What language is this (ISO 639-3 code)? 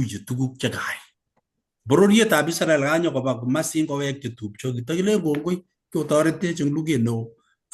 kln